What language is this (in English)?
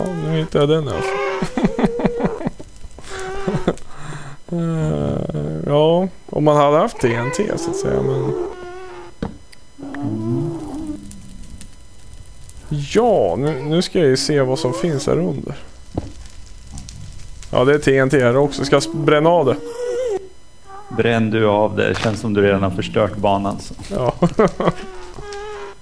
Swedish